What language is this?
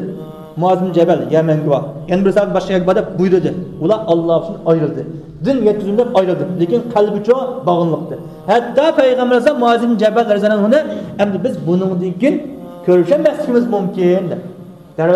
Uyghur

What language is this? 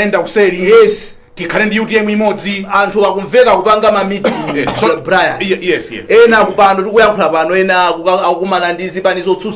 Nyanja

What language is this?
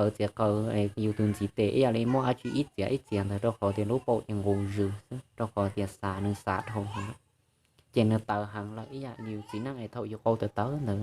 Hmong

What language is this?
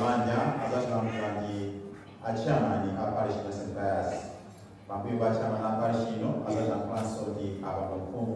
Nyanja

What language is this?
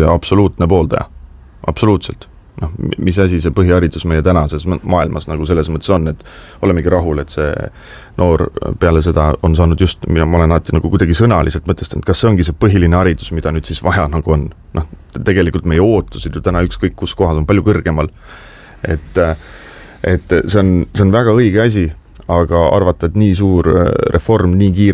Estonian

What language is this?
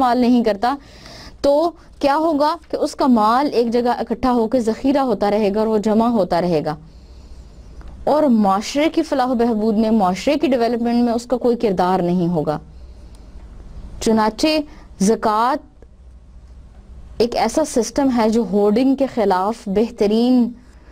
Urdu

